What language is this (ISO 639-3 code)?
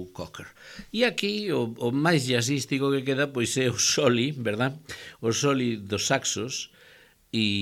glg